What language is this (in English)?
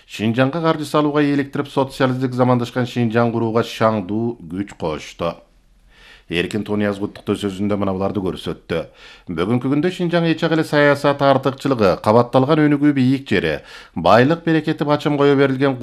Kyrgyz